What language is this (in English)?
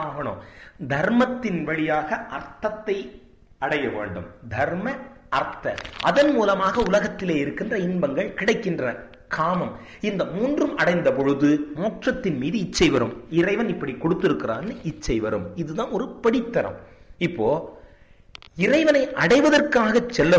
Tamil